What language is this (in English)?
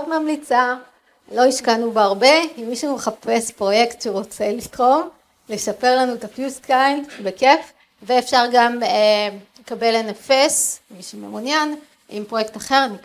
Hebrew